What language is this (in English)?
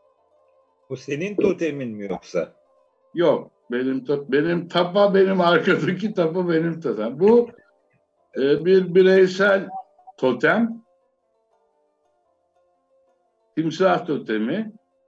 Turkish